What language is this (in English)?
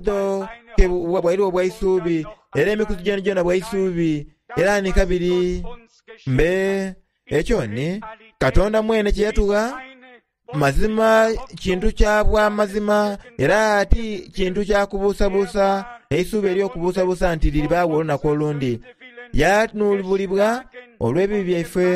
Soga